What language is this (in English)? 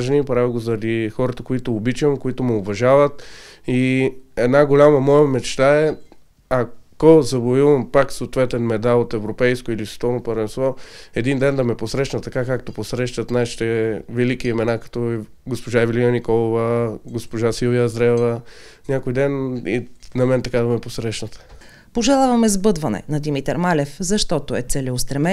Bulgarian